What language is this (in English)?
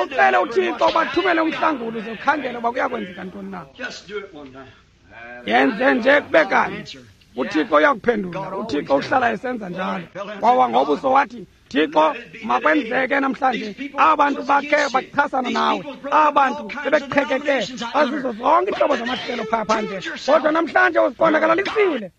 Xhosa